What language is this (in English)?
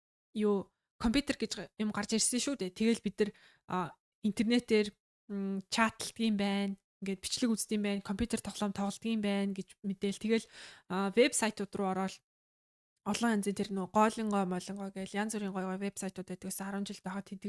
Mongolian